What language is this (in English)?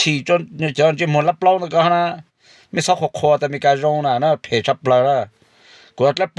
Hmong